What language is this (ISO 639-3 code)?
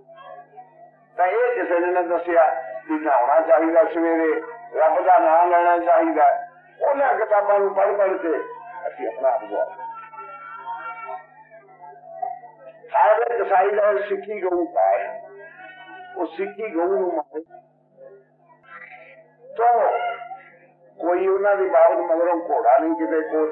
pan